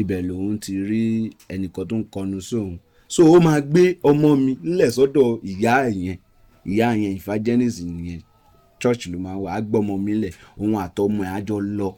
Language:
Yoruba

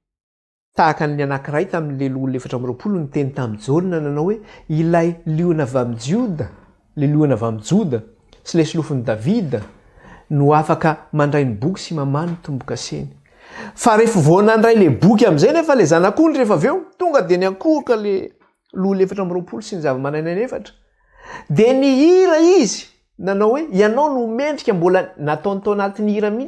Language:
Malagasy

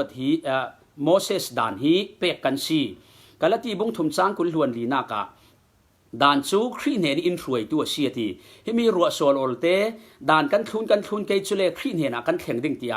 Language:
Falam Chin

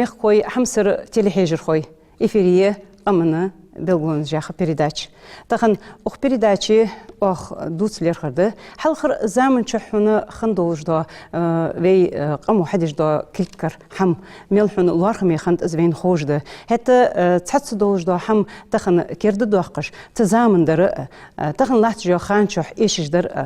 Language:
Ingush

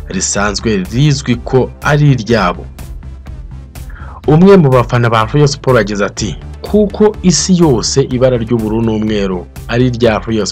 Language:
Kinyarwanda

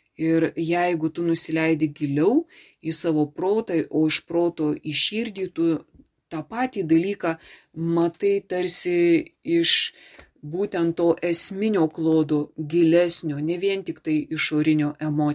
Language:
Lithuanian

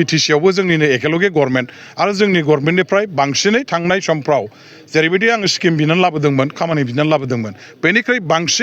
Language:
Bodo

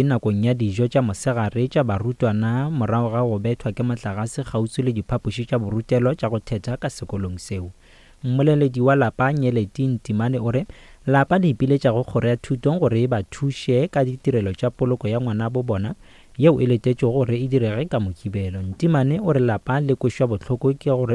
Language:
Northern Sotho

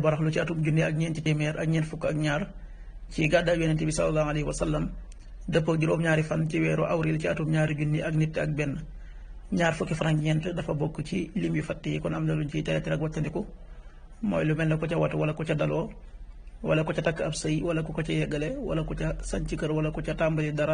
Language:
Wolof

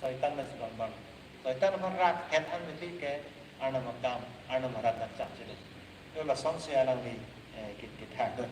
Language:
Karbi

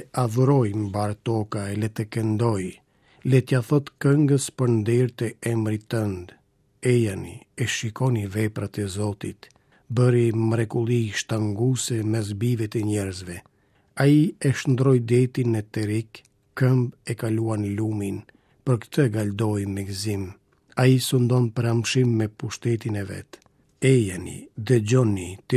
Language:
Albanian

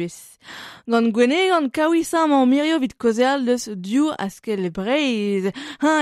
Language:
Breton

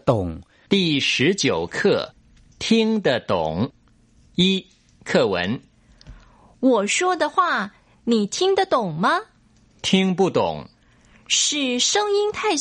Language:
Thai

